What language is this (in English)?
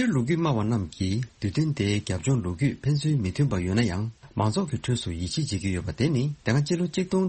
Tibetan